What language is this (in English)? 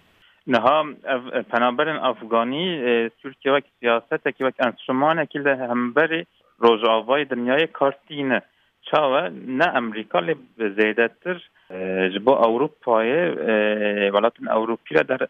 Kurdish